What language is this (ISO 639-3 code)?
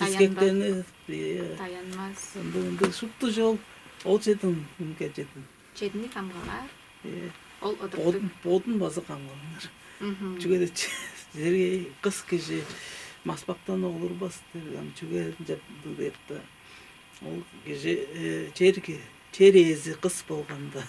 tyv